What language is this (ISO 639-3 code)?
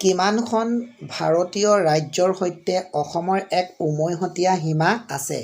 asm